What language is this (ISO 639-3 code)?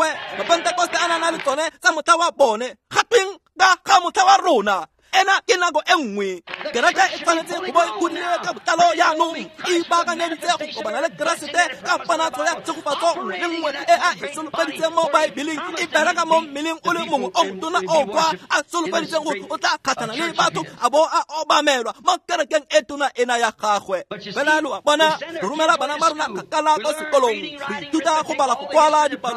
tsn